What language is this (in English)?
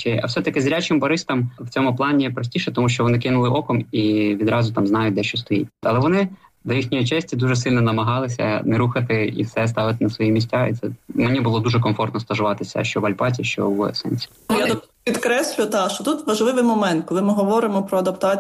Ukrainian